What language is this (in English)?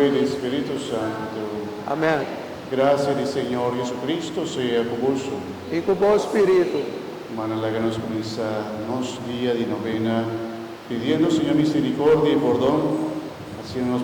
Papiamento